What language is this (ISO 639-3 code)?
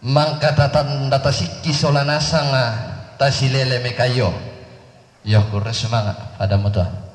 sda